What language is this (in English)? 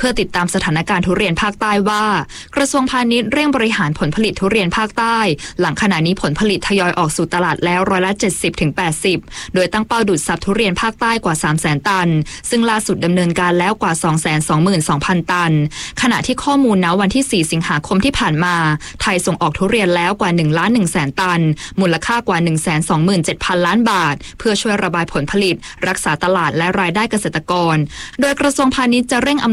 Thai